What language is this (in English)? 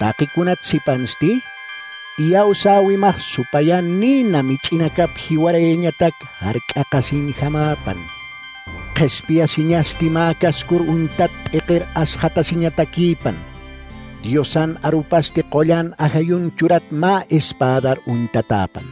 Aymara